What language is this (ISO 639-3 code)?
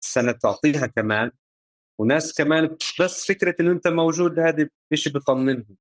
apc